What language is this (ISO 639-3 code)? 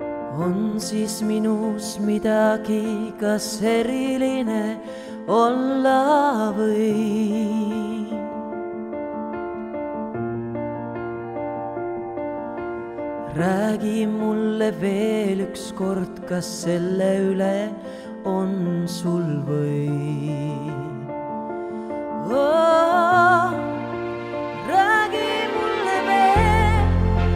est